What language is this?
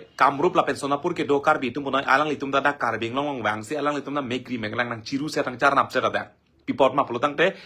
Karbi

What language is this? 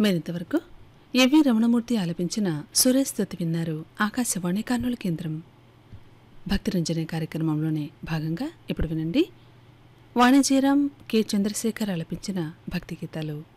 Telugu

